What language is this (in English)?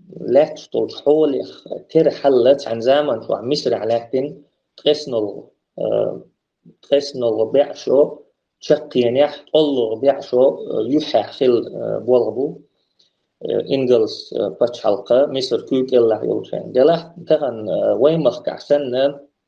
Chechen